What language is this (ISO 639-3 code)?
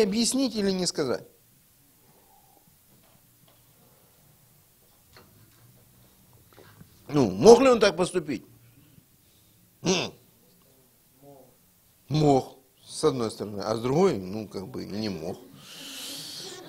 rus